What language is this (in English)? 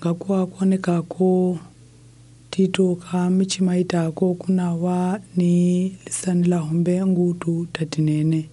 Tsonga